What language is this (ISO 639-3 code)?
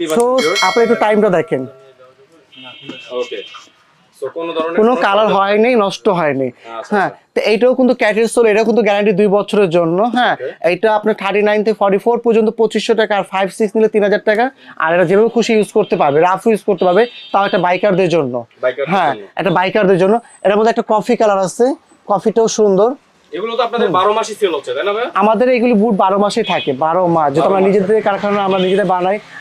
ben